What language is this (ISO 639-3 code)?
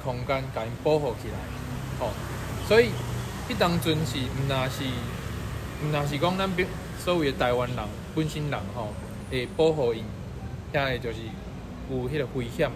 nan